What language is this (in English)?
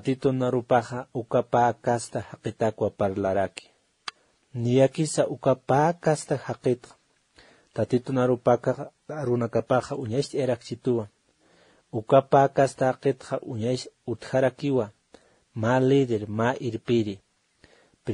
Aymara